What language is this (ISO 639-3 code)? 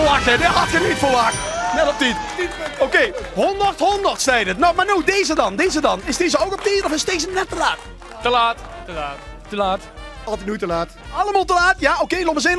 lim